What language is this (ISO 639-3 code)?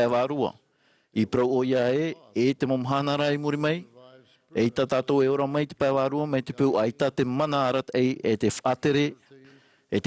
tah